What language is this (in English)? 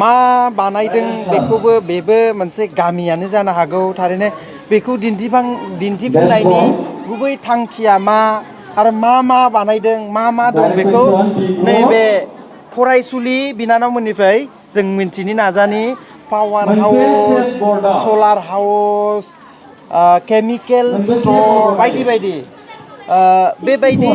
Bodo